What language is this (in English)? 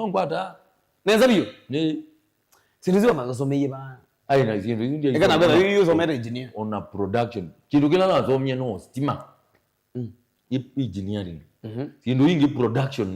Kamba